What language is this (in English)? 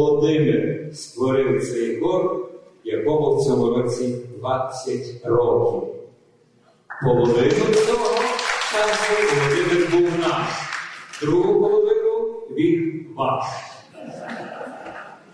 Ukrainian